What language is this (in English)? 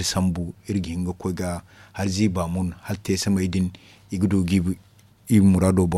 Zarma